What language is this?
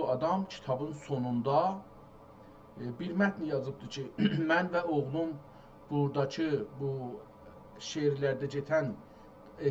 South Azerbaijani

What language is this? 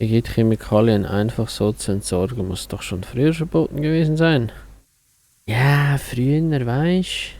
Swiss German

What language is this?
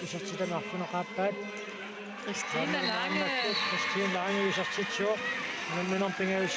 Kalaallisut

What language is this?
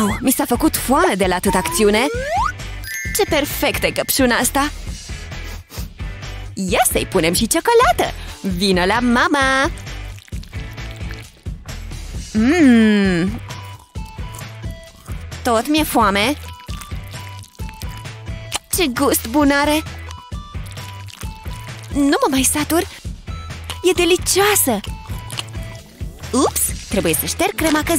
Romanian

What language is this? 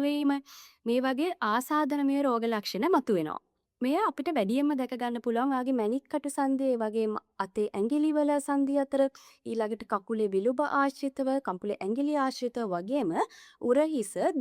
Sinhala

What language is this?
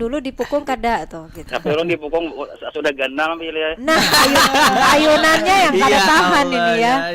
Banjar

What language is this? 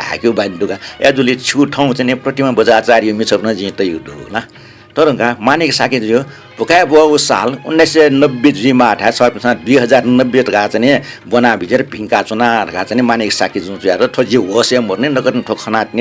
Newari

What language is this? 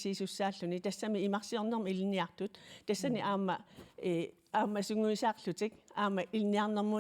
Kalaallisut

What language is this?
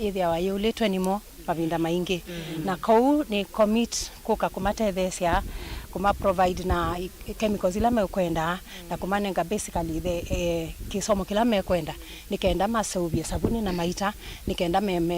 Kamba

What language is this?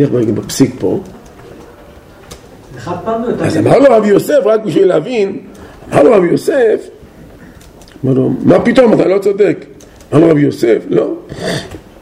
Hebrew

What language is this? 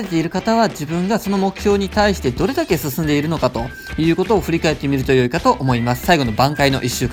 Japanese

